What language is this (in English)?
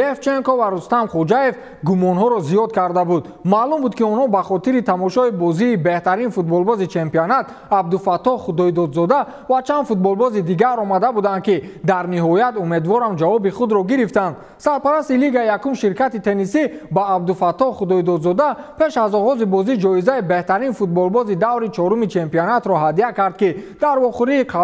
Tajik